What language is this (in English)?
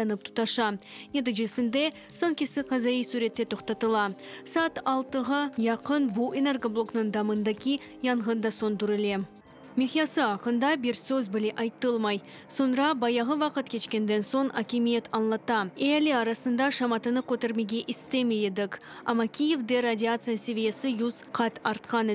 Crimean Tatar